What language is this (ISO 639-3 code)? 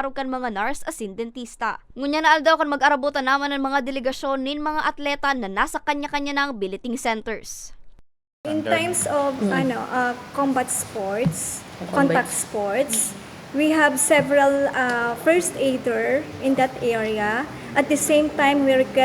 bik